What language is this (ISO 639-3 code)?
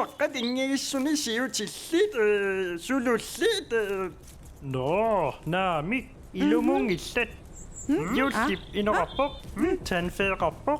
kal